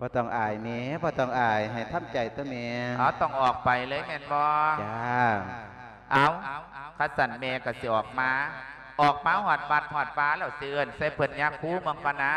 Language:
Lao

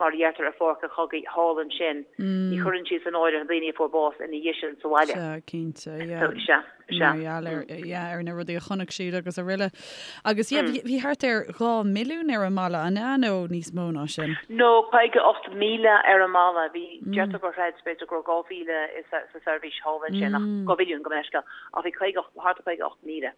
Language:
Irish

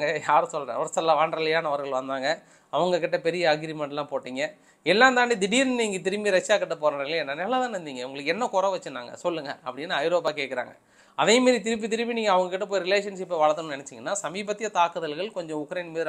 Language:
Tamil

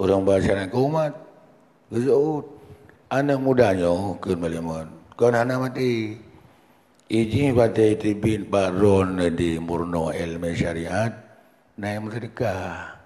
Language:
Achinese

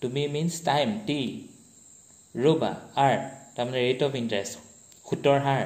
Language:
Assamese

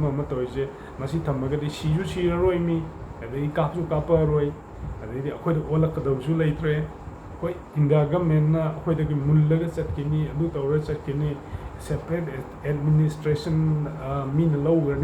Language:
Manipuri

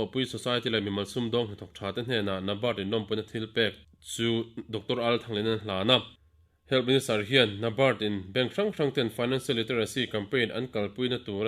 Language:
Mizo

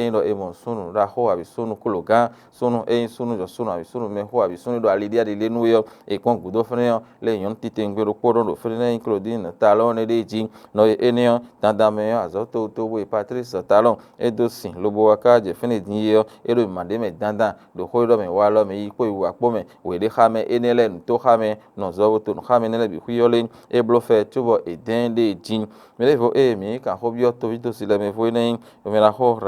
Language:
Fon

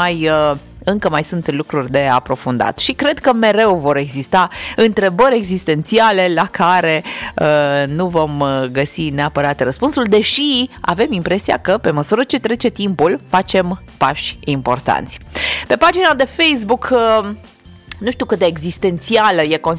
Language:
Romanian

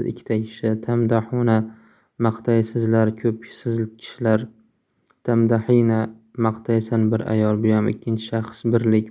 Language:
Uzbek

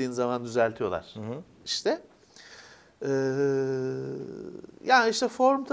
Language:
Turkish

